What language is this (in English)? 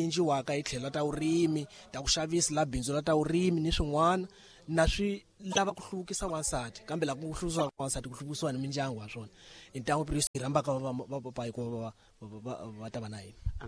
Tsonga